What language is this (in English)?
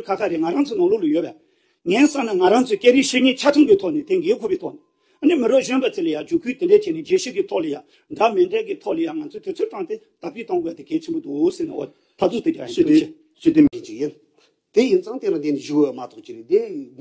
Tibetan